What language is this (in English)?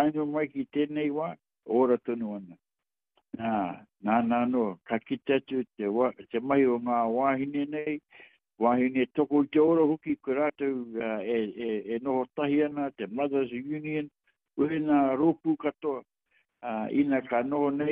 Māori